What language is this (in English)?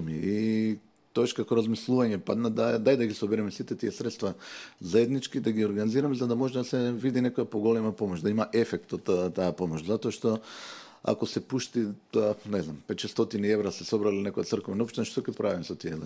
Macedonian